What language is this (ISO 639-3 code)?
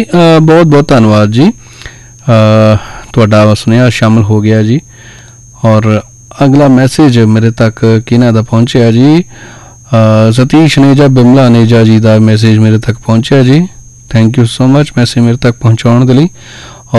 pan